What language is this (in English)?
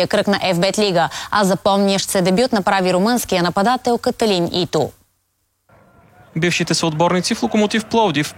Bulgarian